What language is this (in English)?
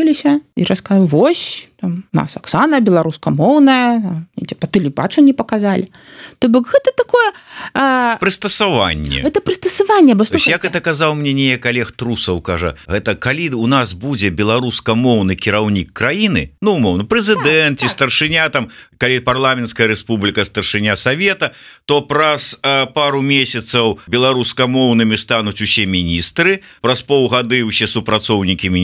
Belarusian